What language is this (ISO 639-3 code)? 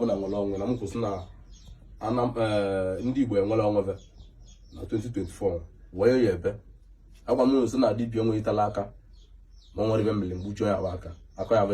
ibo